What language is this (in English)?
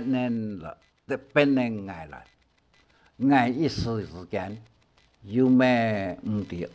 Hakka Chinese